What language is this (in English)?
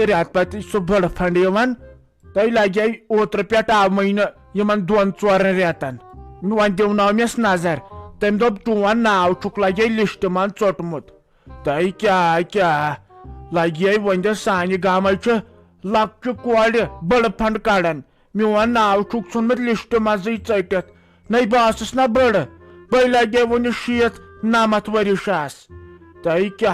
Kashmiri